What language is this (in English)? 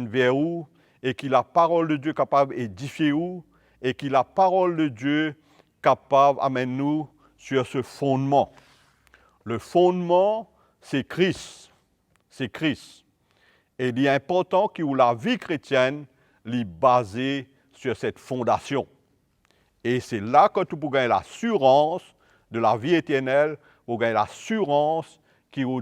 Morisyen